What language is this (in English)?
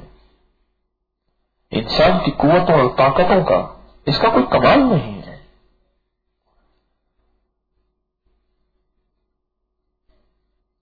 Urdu